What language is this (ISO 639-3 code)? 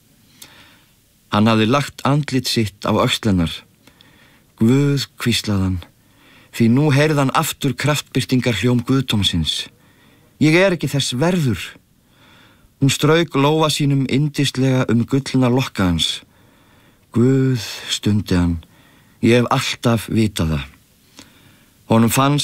isl